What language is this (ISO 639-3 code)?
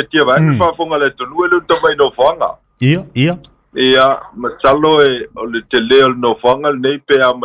smo